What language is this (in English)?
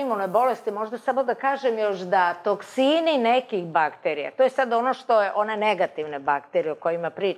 Serbian